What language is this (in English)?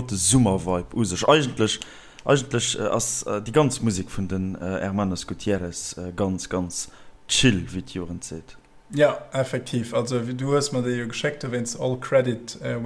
Luxembourgish